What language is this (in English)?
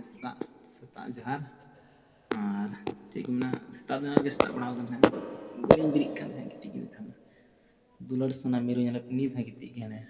Santali